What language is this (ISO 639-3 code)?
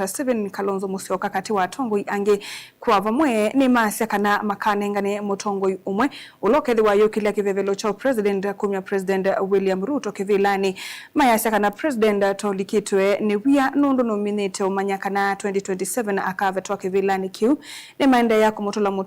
kam